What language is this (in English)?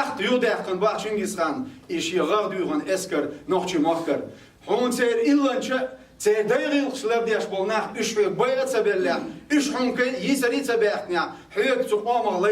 Chechen